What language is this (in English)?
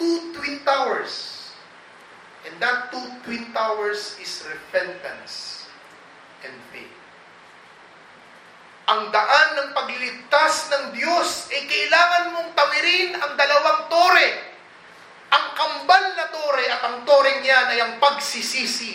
Filipino